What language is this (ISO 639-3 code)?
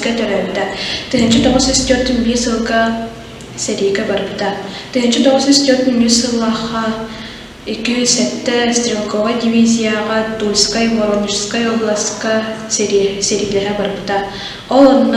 sah